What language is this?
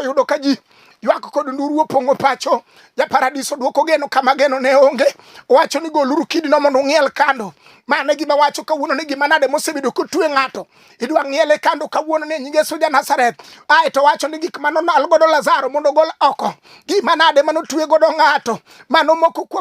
Luo (Kenya and Tanzania)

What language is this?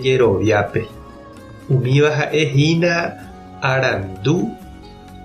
Guarani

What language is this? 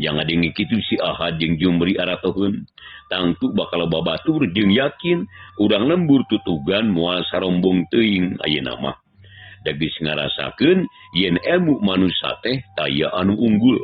Sundanese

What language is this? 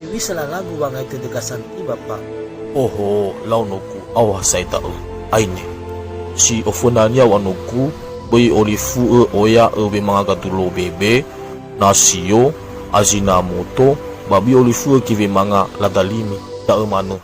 Nias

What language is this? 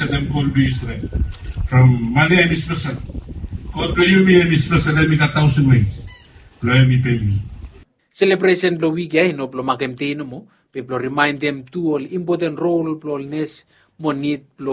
Bislama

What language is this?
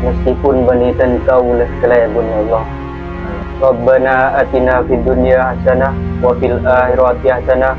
Madurese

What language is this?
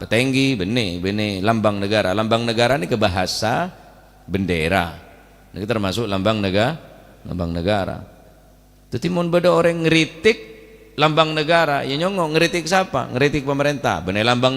Madurese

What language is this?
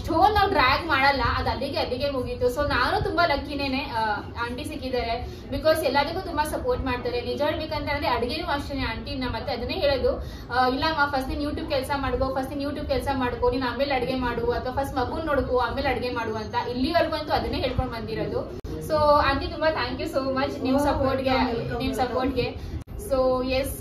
Kannada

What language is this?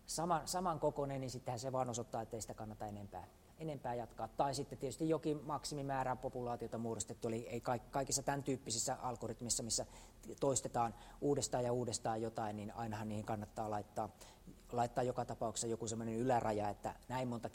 Finnish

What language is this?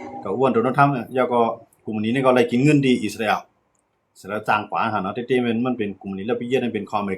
Shan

